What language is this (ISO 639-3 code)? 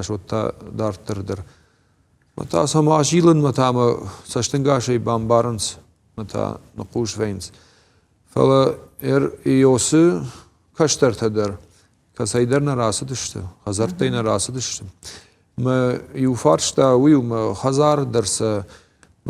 oss